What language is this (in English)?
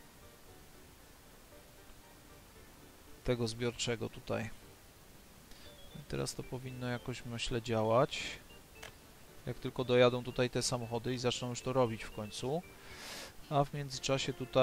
Polish